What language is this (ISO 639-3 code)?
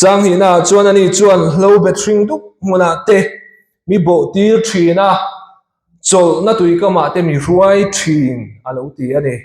lus